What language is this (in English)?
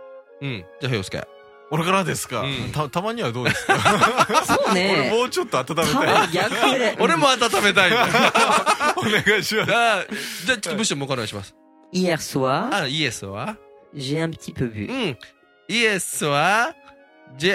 Japanese